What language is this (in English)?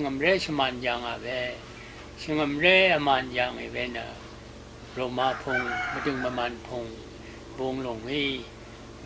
Rawang